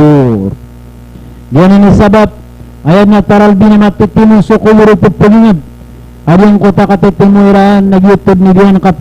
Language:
Maranao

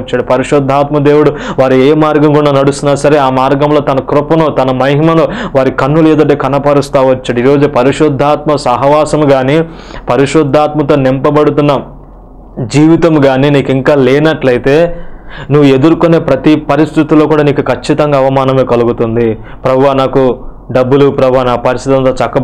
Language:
Telugu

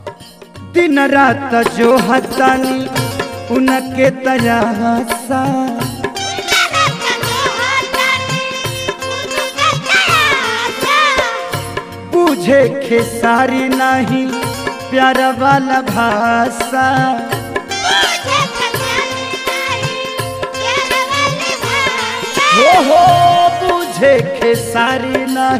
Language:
Bhojpuri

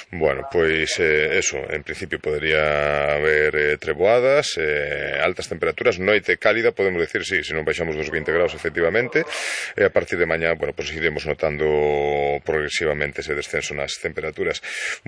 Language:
Galician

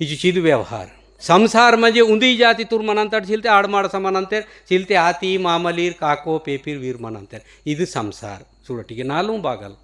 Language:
Gondi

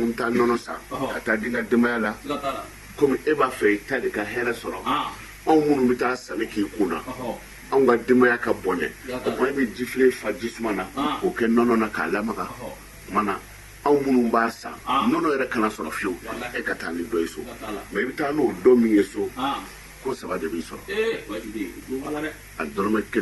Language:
Bambara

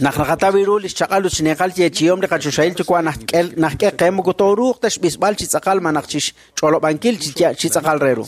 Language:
Kekchí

